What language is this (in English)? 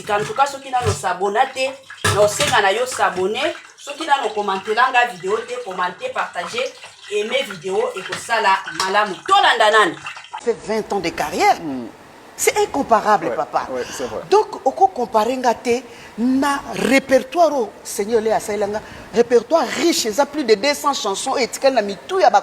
Lingala